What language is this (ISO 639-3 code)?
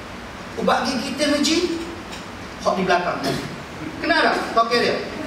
msa